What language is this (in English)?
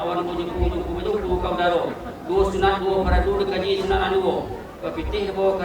Minangkabau